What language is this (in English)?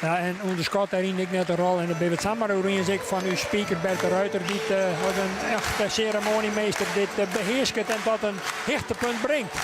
Western Frisian